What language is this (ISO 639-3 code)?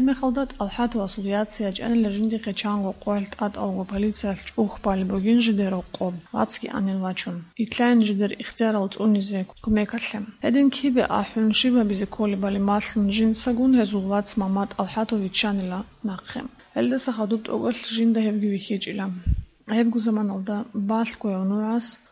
ava